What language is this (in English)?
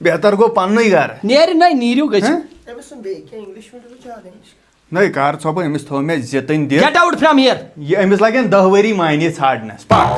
Kashmiri